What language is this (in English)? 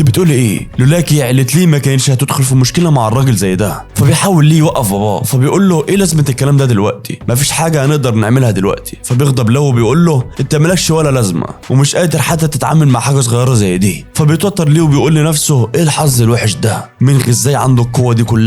Egyptian Arabic